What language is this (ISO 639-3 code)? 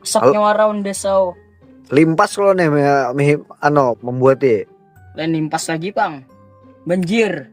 bjn